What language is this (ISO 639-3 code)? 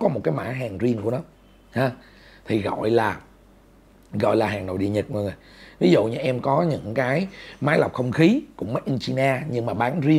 vie